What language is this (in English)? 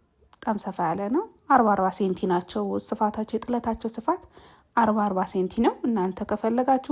Amharic